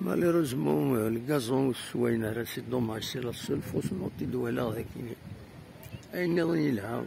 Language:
Kabyle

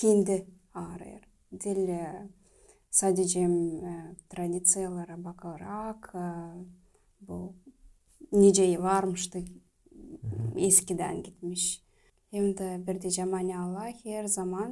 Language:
Gagauz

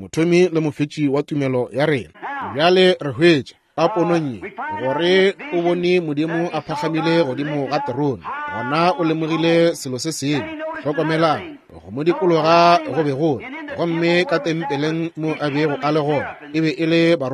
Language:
Northern Sotho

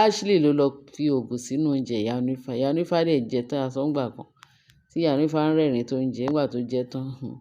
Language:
Yoruba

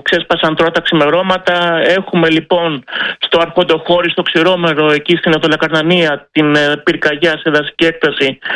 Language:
Greek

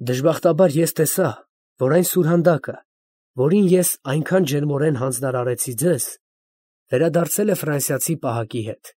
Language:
Armenian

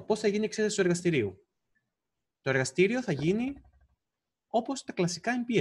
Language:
Greek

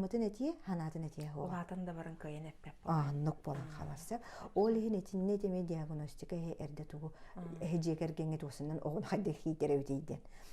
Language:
Yakut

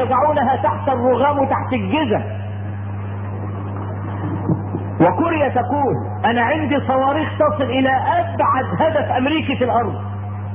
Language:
Arabic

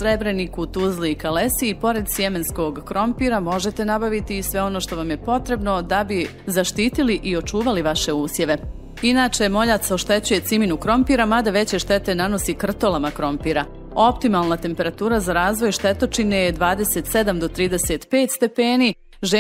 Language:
Bosnian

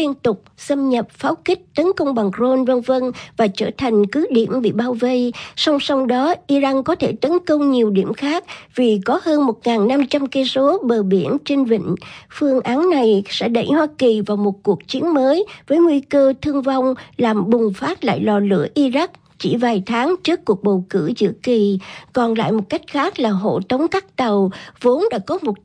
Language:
Vietnamese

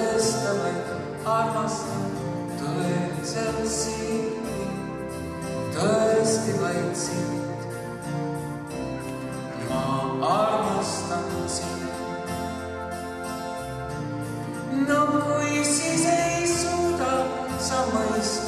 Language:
Estonian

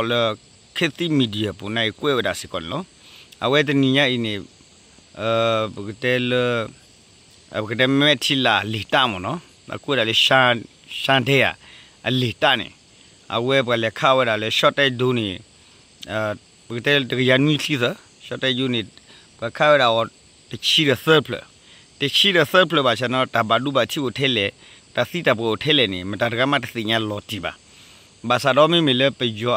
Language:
S'gaw Karen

